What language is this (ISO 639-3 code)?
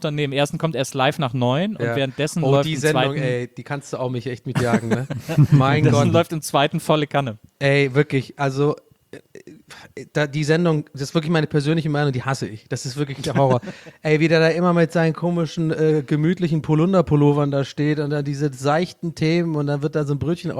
deu